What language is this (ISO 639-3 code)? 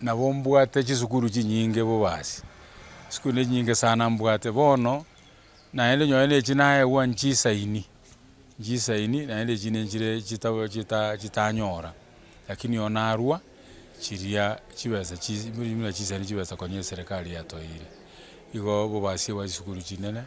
guz